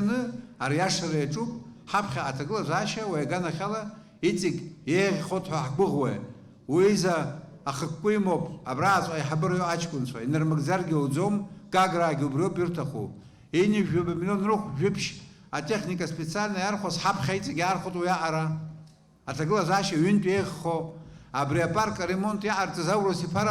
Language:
Abkhazian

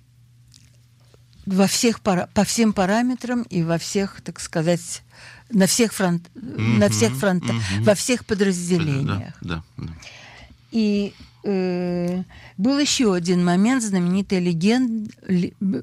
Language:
Russian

